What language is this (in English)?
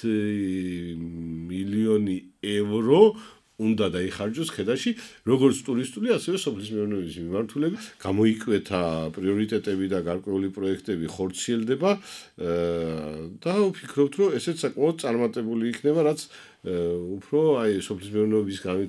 Georgian